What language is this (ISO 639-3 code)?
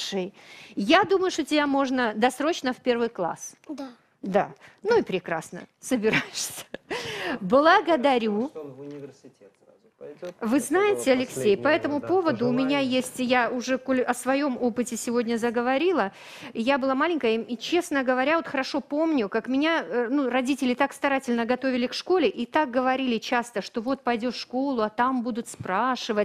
rus